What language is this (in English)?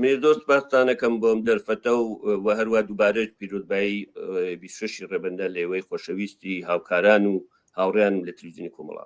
Central Kurdish